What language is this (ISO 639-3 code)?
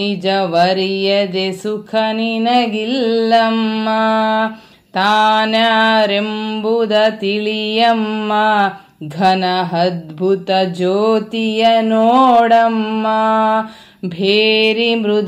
kan